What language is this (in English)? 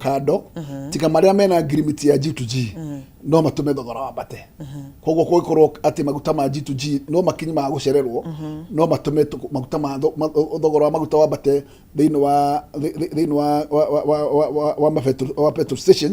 Kikuyu